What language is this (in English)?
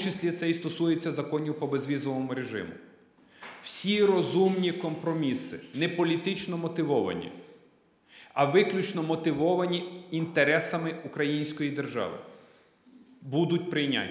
Ukrainian